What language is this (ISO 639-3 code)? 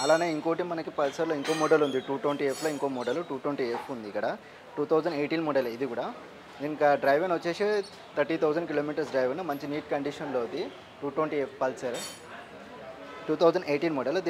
tel